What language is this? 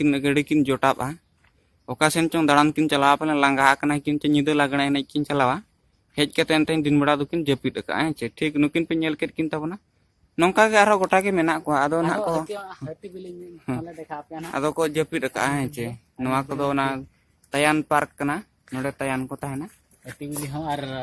Santali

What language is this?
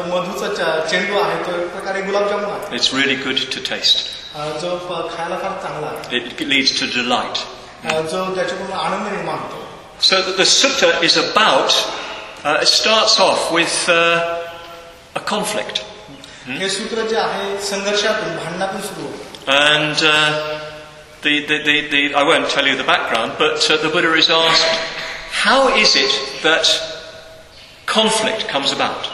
Marathi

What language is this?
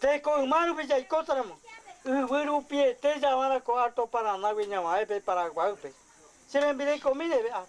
Guarani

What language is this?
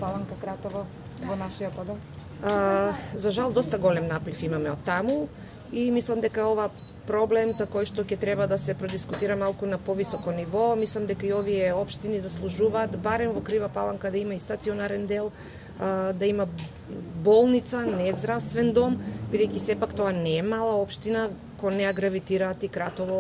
Macedonian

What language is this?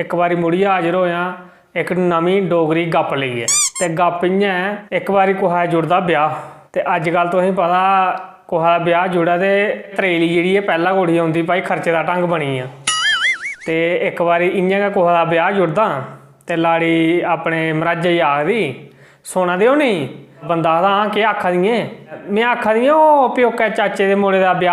Dogri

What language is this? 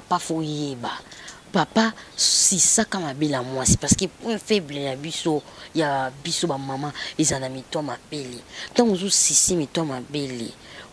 Lingala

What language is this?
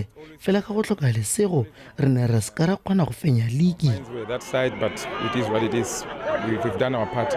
Tswana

